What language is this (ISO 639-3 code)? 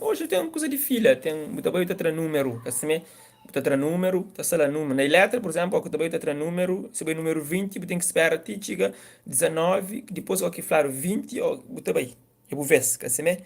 kea